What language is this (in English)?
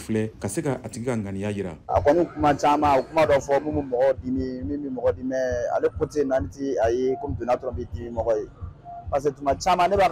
Bambara